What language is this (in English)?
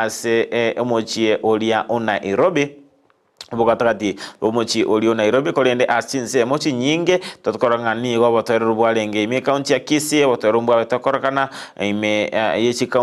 Gusii